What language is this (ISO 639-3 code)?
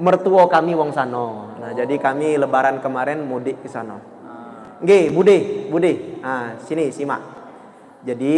mui